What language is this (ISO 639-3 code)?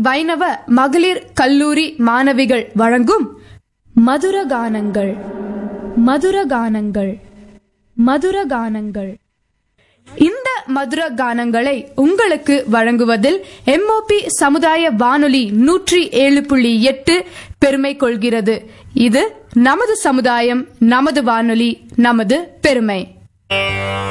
tam